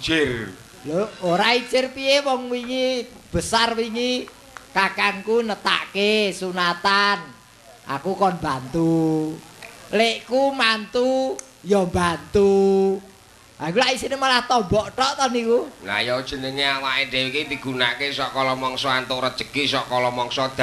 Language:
Javanese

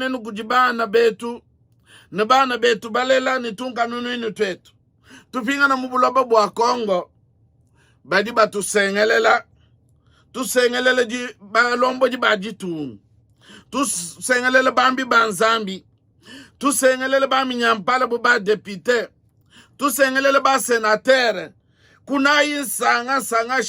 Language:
Luba-Lulua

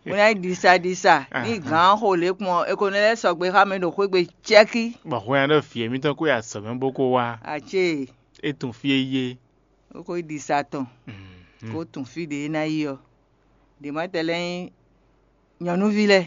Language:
Fon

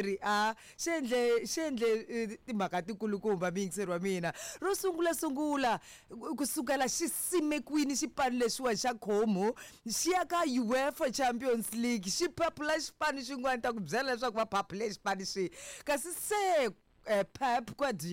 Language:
Tsonga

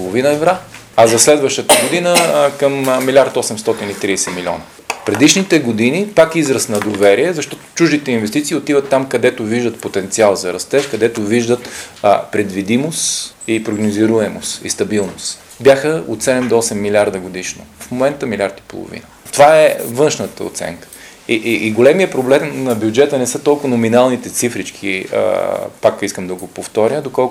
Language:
Bulgarian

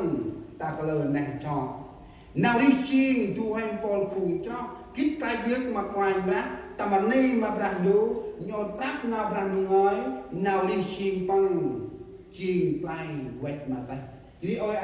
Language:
Central Mnong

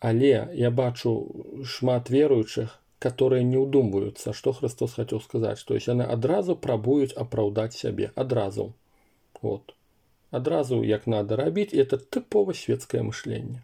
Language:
Belarusian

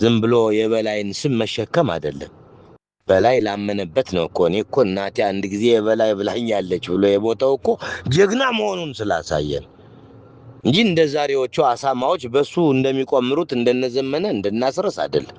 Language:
Amharic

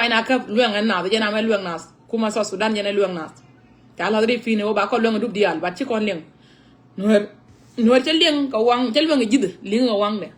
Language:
Nuer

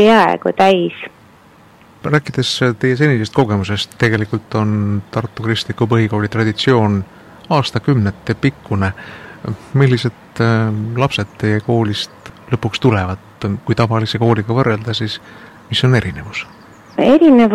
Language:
Estonian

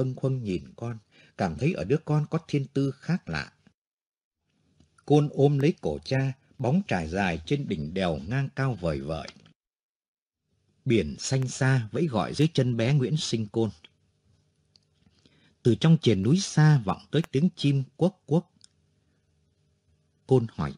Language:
Vietnamese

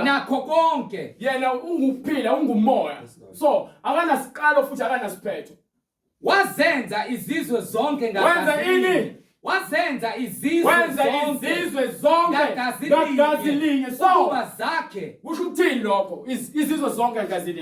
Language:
Zulu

